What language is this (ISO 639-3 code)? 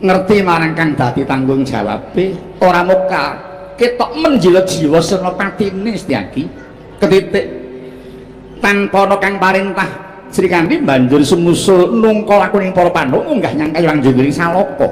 jav